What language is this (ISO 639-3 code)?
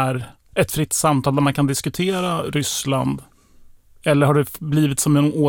swe